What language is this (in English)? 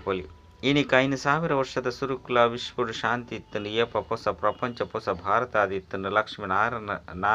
Tulu